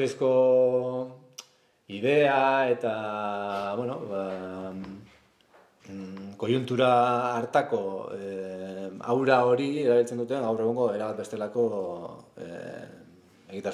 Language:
Basque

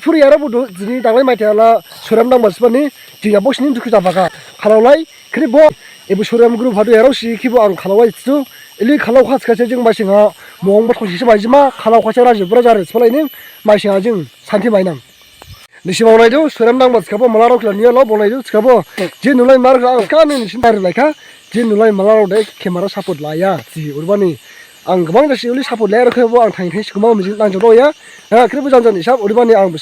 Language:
Dimasa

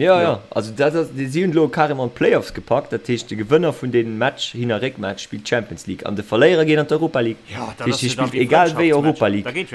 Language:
Luxembourgish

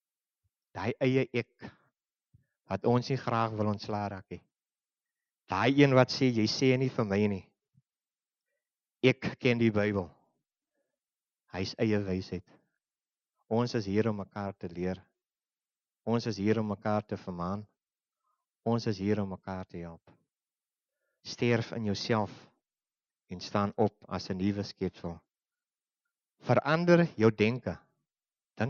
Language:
Afrikaans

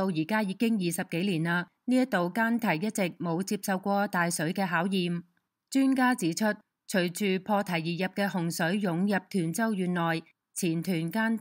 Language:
Cantonese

